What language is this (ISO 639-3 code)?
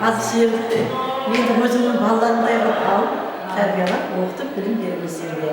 kaa